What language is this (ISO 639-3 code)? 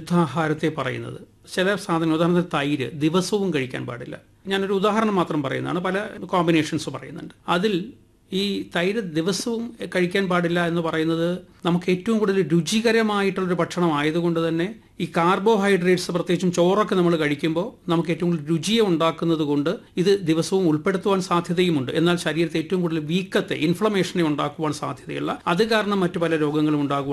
mal